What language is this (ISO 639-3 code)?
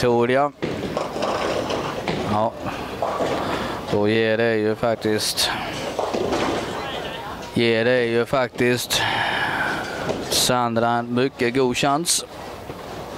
swe